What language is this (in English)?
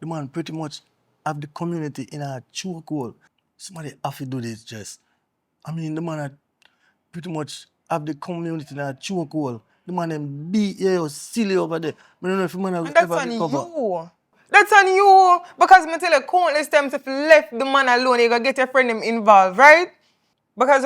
Jamaican Creole English